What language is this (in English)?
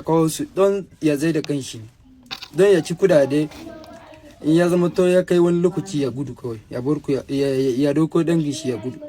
Hausa